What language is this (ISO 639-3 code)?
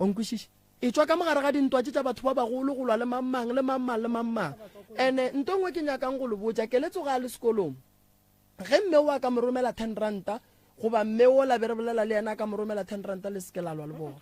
nso